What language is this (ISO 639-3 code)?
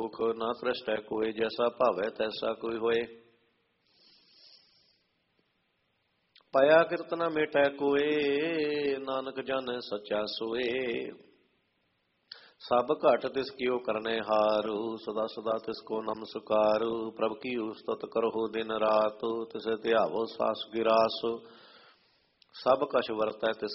pan